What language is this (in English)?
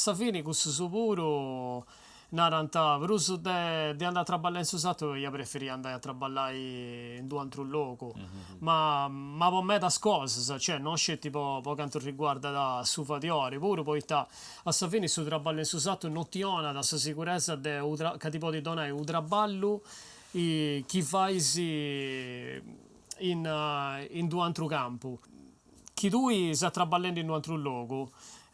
Sardinian